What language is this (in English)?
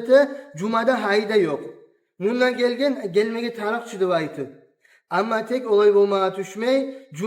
Kumyk